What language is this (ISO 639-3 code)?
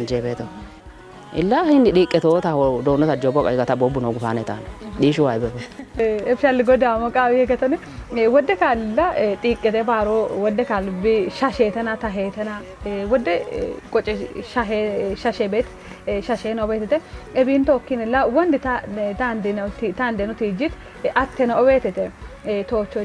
kbr